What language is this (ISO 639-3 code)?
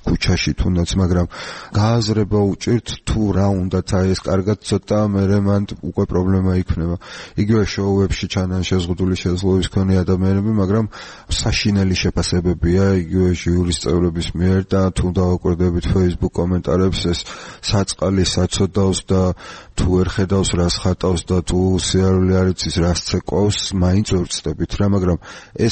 kat